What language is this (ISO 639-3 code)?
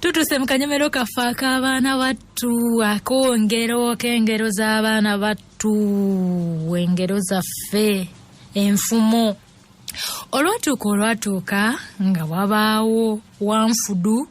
lug